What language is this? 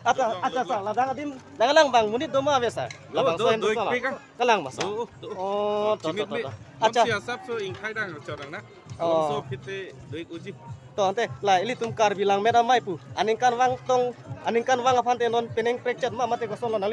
Karbi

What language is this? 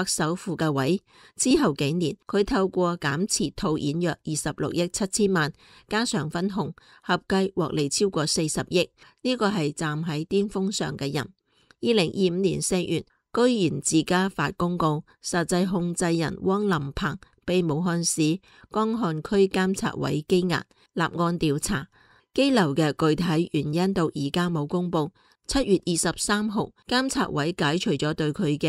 Cantonese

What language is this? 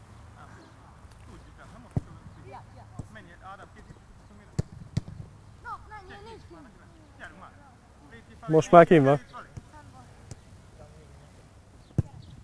Hungarian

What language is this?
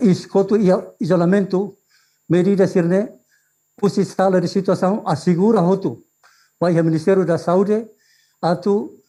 Tetum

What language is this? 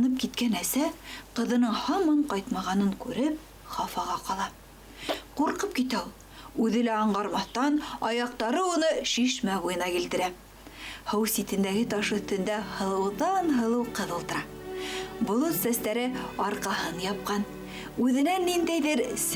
Bashkir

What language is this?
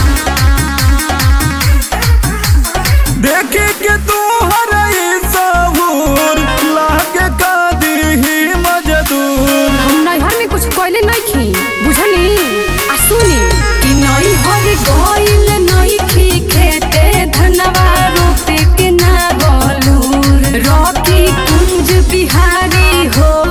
Bhojpuri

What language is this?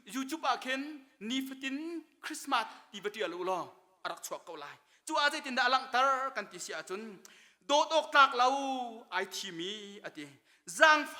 Hakha Chin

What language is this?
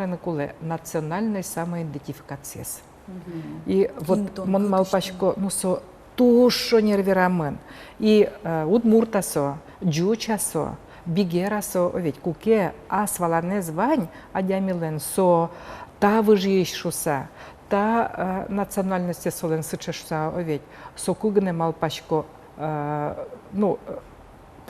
Udmurt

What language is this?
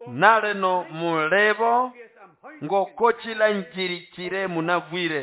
Nande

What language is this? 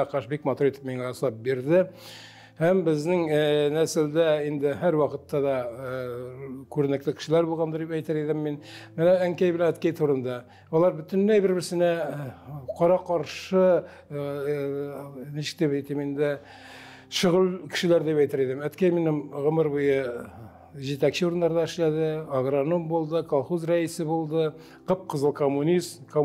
Tatar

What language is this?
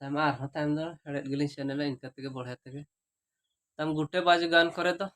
Santali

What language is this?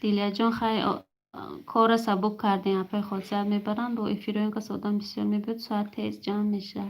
Tajik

